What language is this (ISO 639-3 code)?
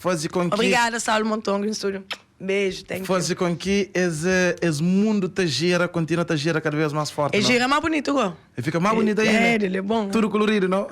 kea